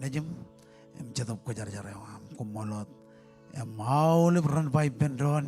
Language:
Marshallese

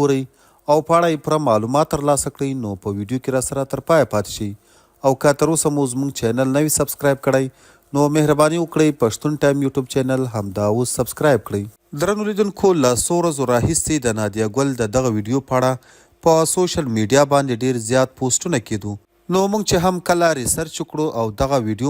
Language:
Pashto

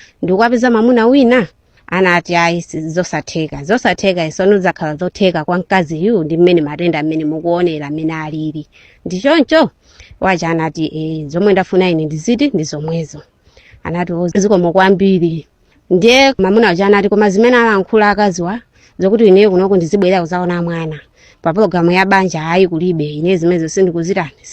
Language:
Nyanja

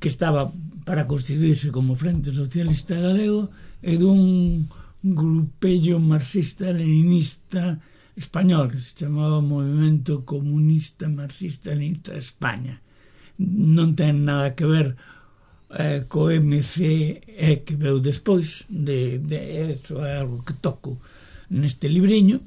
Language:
Galician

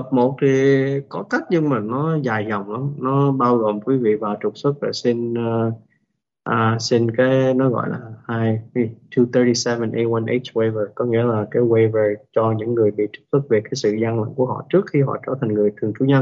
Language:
Vietnamese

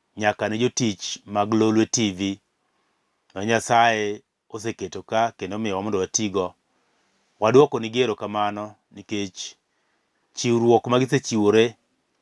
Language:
Luo (Kenya and Tanzania)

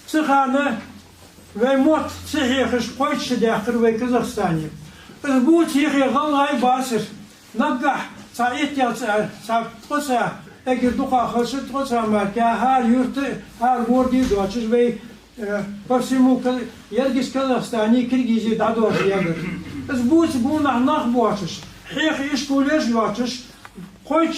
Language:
Ingush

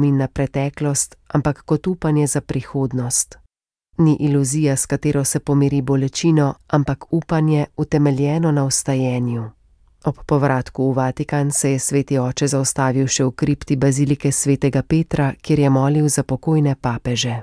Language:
Slovenian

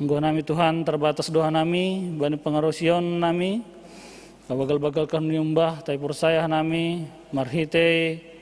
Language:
Batak Simalungun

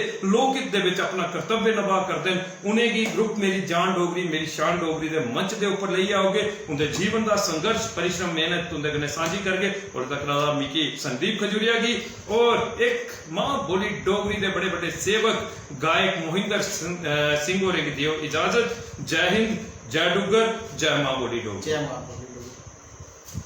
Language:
Dogri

